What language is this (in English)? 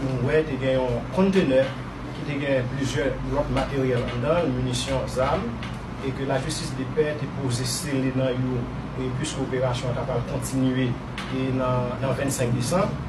Haitian Creole